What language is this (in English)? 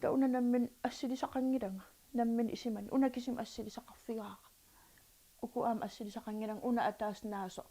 Kalaallisut